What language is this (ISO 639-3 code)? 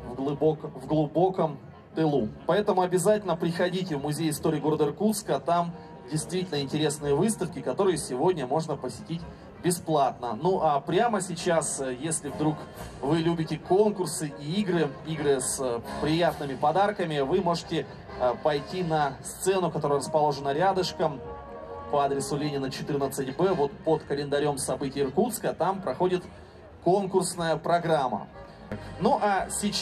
rus